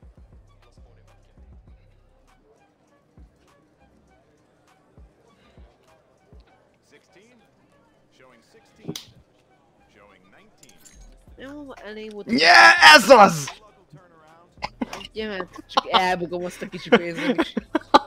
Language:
Hungarian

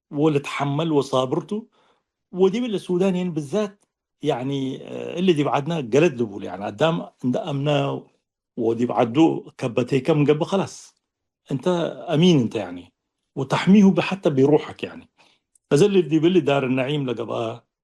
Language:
Tigre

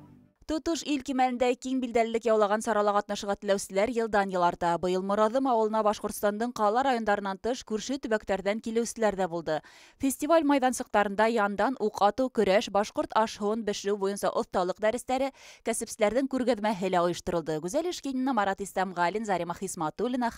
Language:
Bashkir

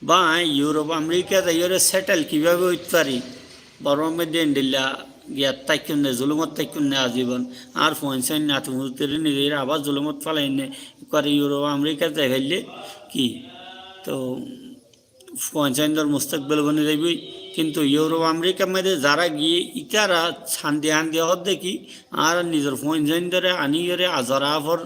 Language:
Rohingya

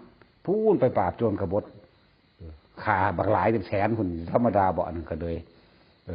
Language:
Northeastern Thai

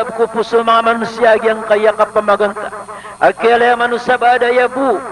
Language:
Maranao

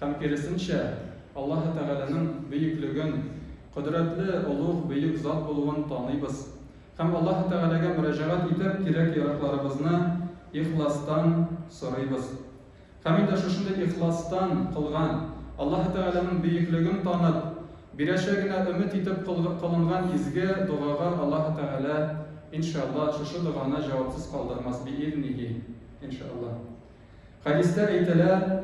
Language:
Tatar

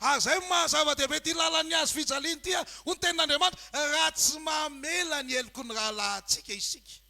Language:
Malagasy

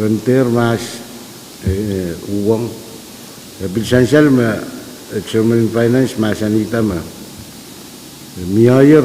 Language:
Pohnpeian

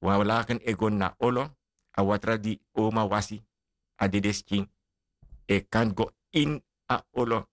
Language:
Sranan Tongo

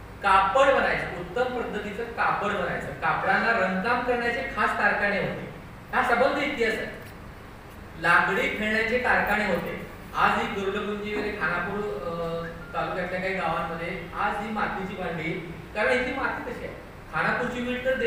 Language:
Marathi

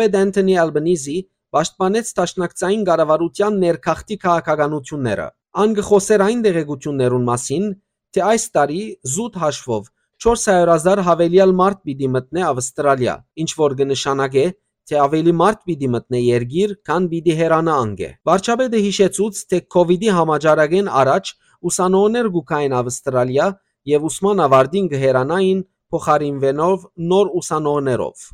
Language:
Western Armenian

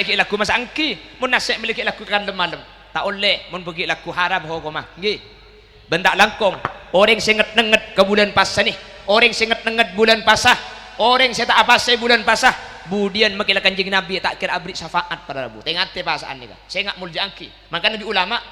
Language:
Madurese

